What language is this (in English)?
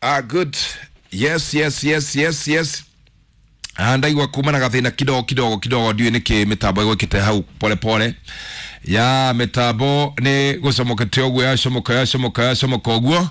Kikuyu